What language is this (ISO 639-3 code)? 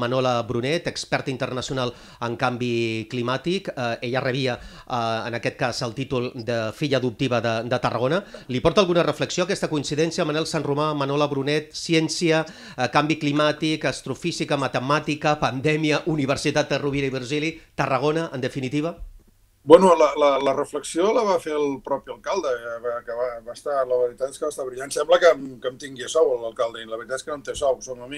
cat